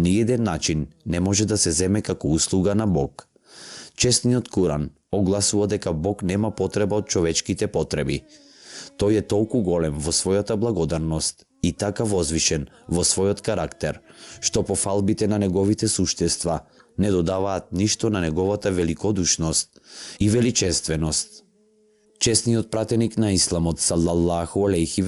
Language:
Macedonian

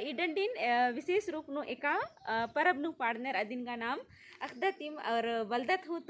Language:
Kurukh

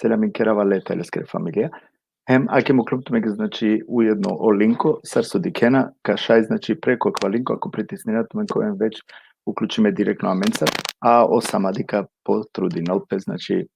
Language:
Balkan Romani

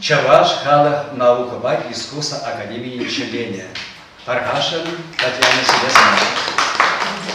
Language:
Chuvash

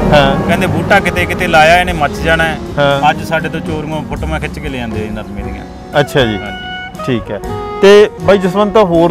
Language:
Punjabi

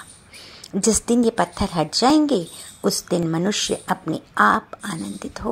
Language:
Hindi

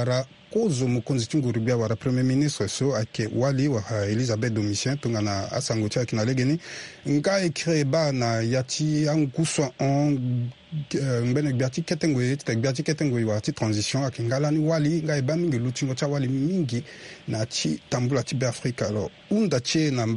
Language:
Sango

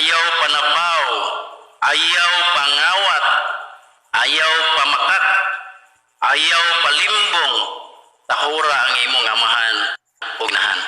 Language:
Cebuano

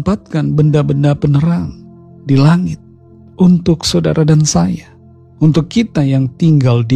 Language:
Indonesian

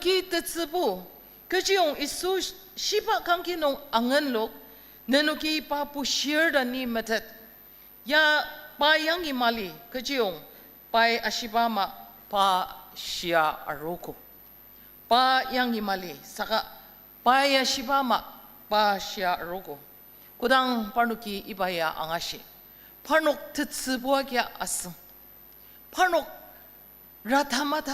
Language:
Ao Naga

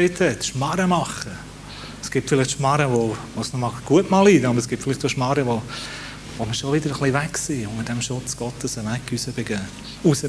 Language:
Swiss German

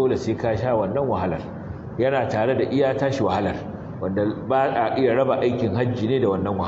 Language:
Hausa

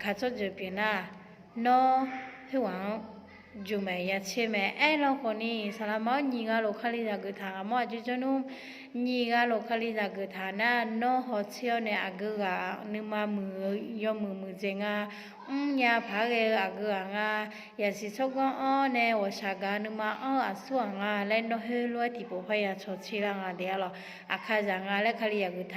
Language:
Akha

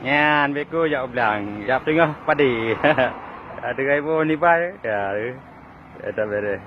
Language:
Achinese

